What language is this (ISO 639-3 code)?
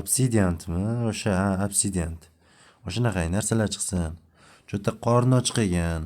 uzb